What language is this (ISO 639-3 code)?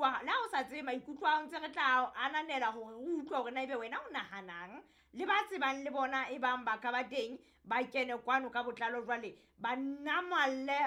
sot